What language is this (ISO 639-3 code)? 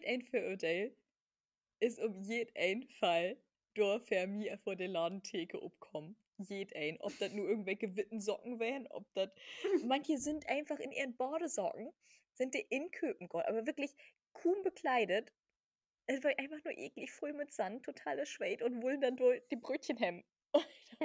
nds